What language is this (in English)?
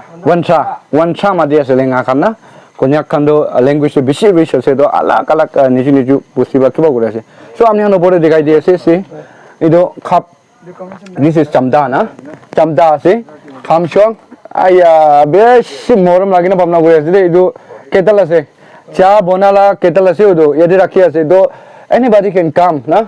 Naga Pidgin